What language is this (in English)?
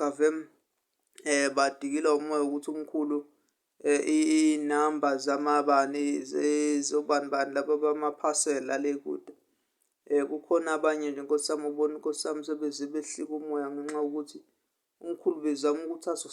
Zulu